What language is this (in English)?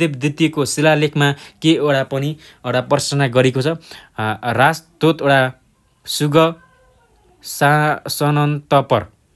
Nepali